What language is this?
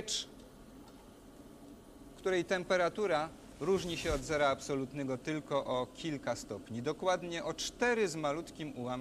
Polish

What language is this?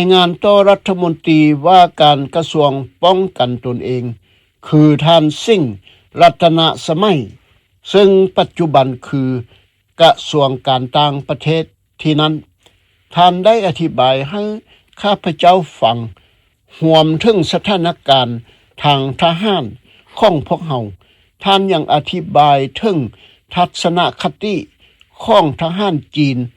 Lao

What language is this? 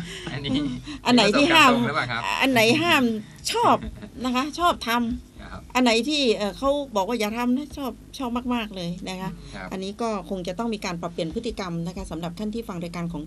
Thai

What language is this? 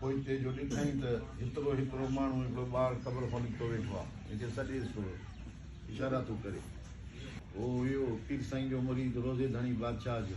Sindhi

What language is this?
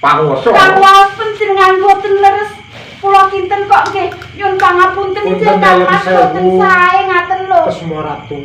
Javanese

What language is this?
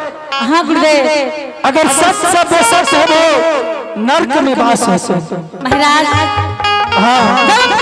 Angika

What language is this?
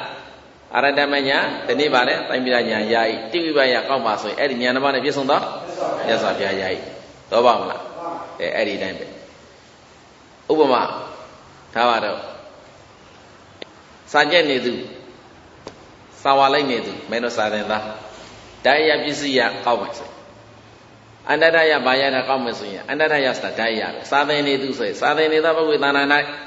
Burmese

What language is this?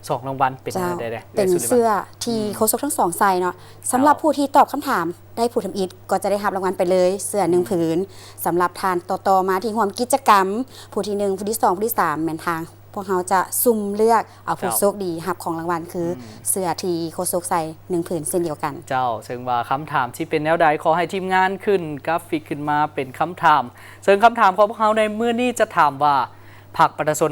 Lao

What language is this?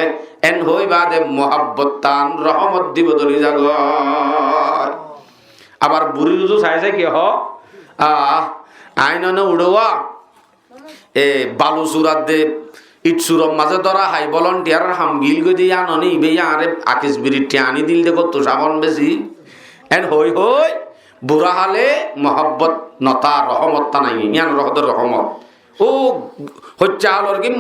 Rohingya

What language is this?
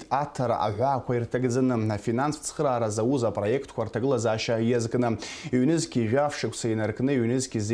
Abkhazian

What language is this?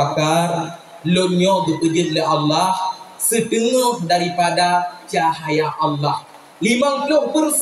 Achinese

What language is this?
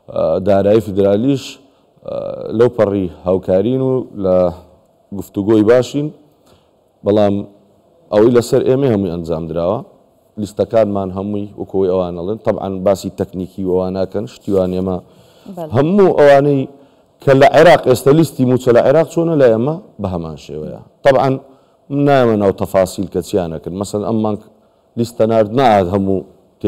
Central Kurdish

